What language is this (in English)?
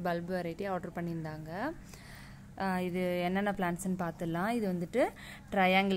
Tamil